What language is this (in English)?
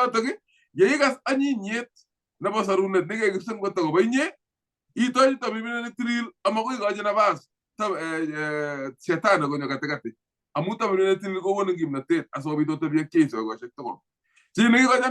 Kalenjin